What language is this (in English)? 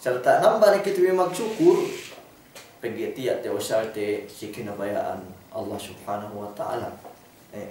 Yakan